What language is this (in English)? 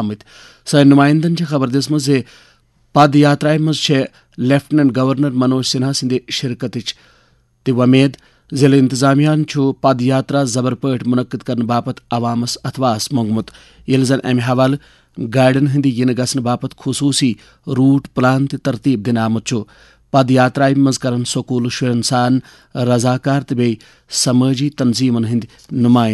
Kashmiri